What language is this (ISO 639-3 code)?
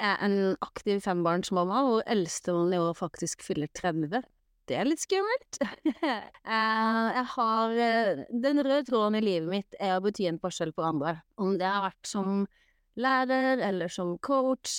nor